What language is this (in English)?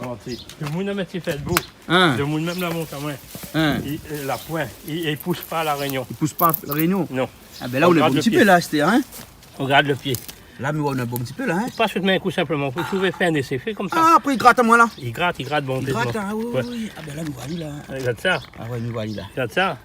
Réunion Creole French